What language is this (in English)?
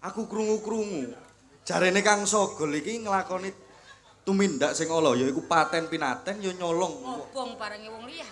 Javanese